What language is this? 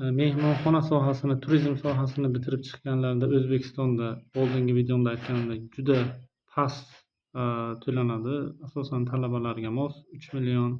Uzbek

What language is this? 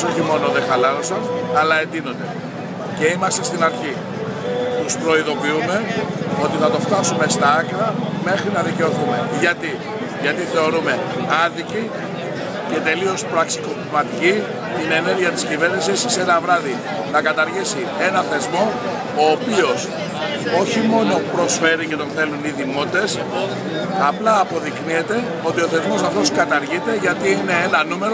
Greek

